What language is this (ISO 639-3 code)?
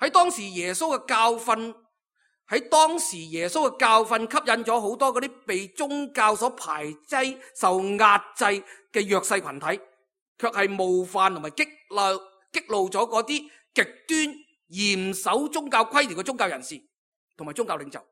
yue